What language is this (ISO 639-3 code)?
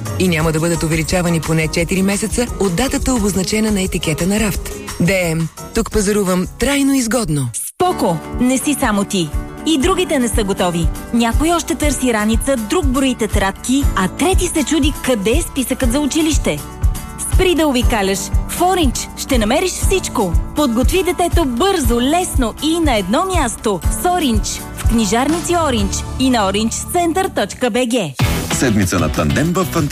bul